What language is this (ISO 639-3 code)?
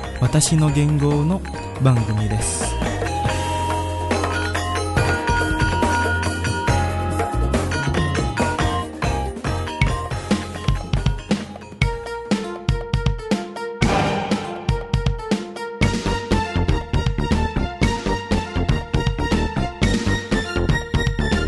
jpn